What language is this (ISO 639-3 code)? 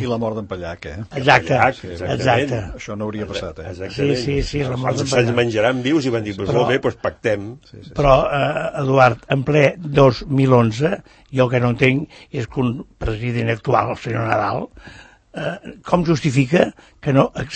cat